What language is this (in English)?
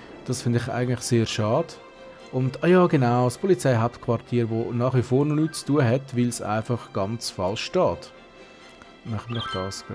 Swiss German